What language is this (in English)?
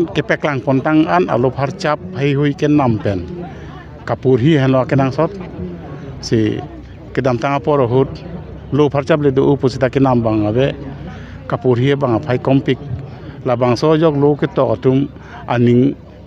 Karbi